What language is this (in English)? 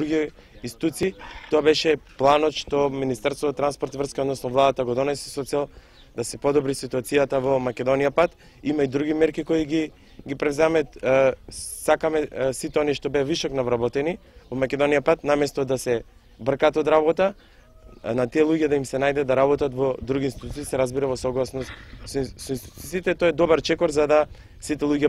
Macedonian